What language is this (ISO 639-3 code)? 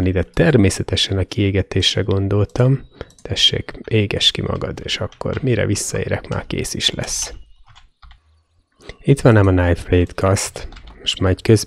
hun